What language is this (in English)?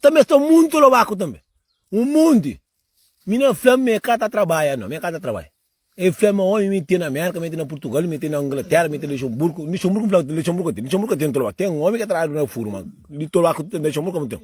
Kabuverdianu